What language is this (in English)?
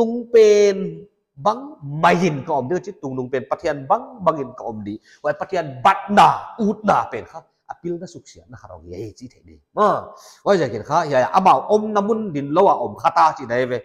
Paite Chin